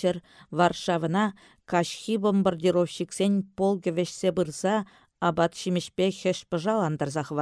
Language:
Chuvash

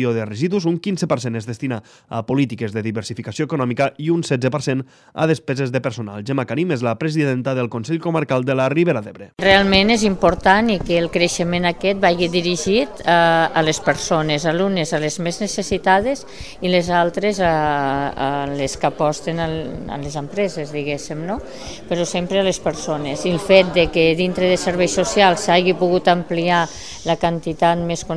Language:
Catalan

